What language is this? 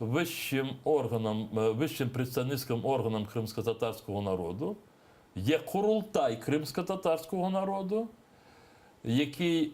Crimean Tatar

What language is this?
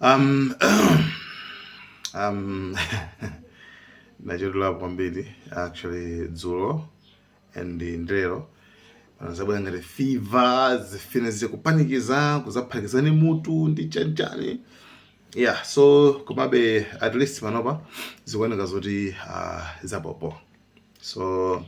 Nyanja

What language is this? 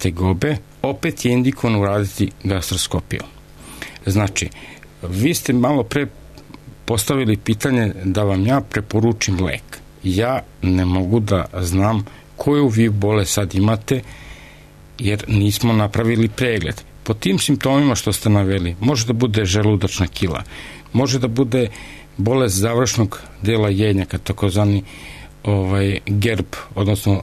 Serbian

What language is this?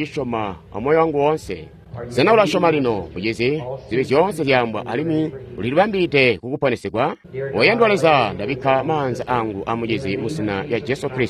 Tonga (Zambia)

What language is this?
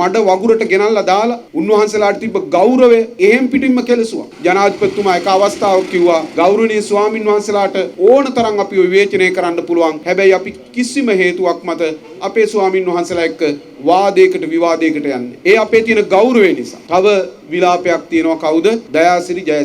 Sinhala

